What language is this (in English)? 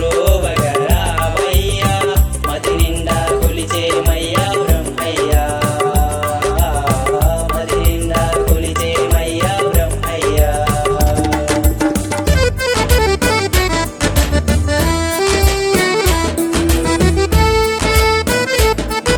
Telugu